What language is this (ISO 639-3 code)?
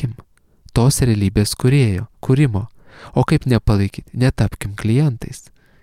lit